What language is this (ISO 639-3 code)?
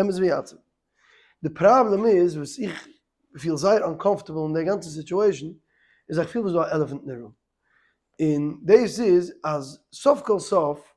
yid